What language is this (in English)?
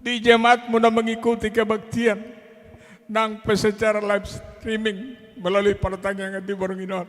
Batak Toba